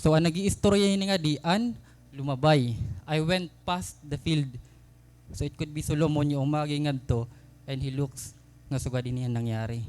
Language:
Waray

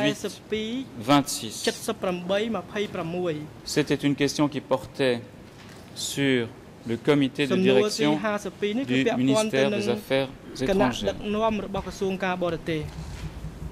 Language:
French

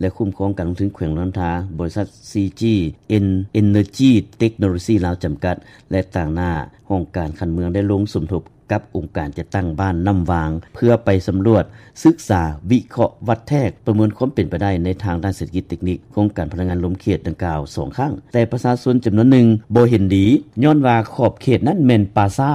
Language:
Lao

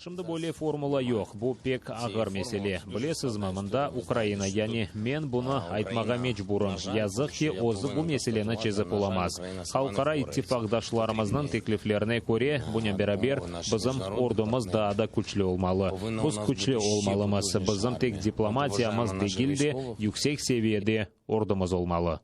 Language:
Crimean Tatar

